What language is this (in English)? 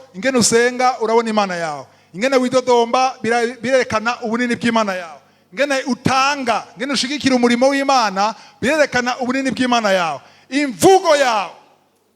Rundi